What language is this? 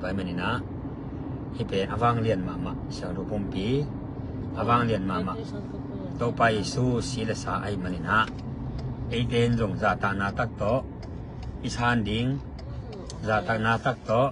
Tedim Chin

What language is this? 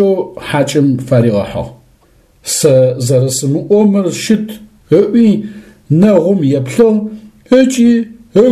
Adyghe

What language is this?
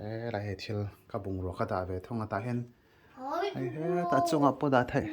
Mizo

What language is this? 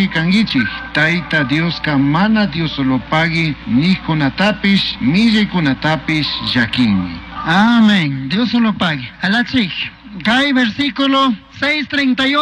Chimborazo Highland Quichua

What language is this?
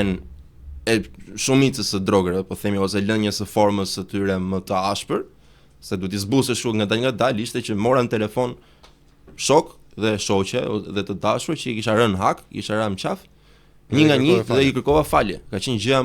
Albanian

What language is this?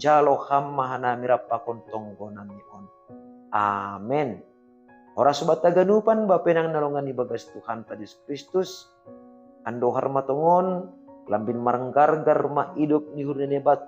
Batak Simalungun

